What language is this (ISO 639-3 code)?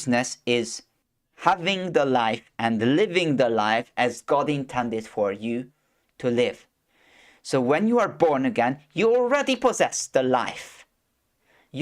eng